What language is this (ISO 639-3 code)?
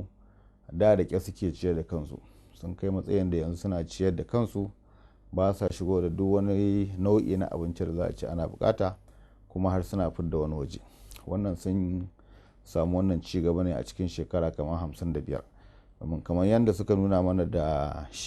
hau